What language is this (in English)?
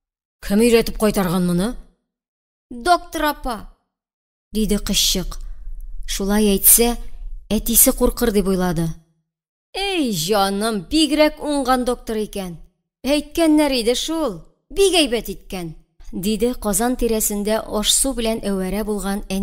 Tatar